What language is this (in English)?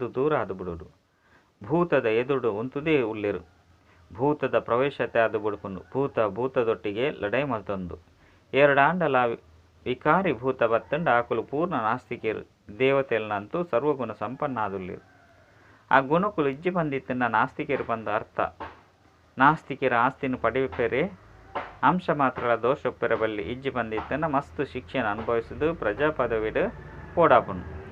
Tulu